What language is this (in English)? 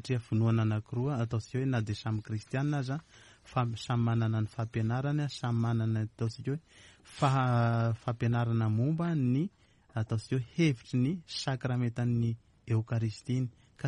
Malagasy